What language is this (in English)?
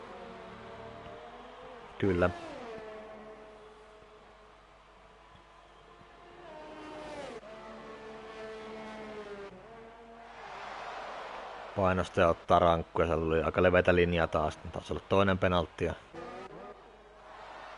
Finnish